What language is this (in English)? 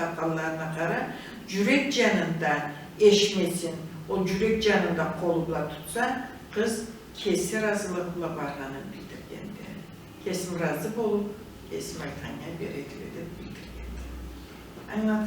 Karachay-Balkar